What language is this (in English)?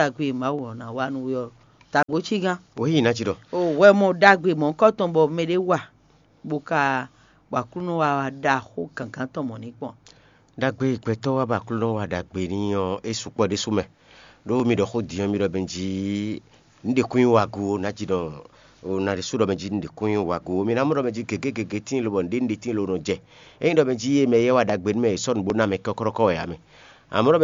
Fon